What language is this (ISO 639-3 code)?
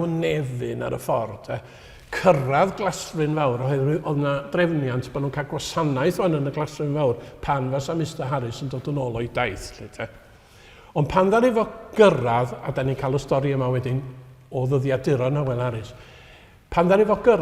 cym